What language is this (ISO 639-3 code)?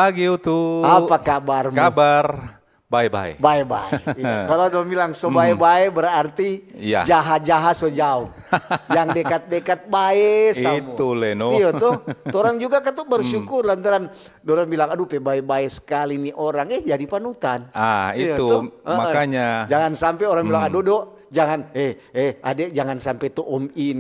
xmm